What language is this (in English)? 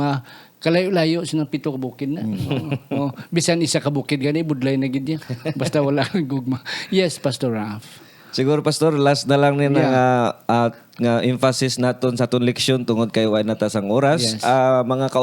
Hiligaynon